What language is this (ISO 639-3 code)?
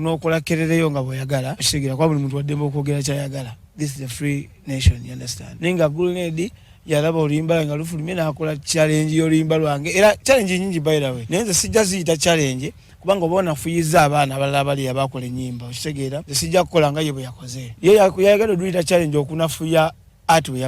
lug